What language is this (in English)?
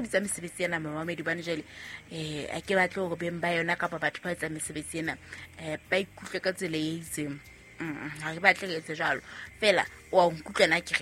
Southern Sotho